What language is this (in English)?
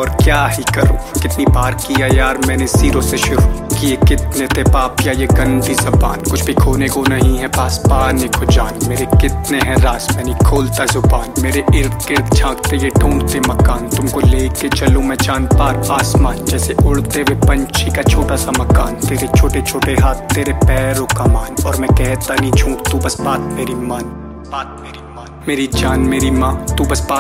Hindi